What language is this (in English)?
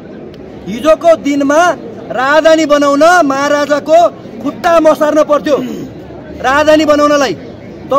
Nepali